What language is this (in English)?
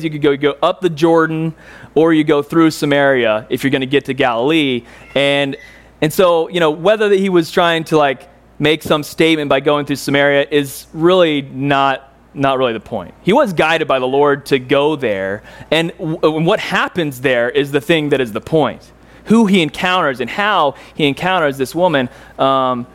English